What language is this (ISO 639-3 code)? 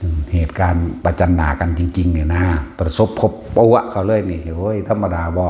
tts